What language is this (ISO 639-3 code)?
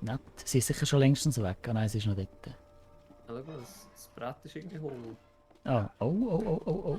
gsw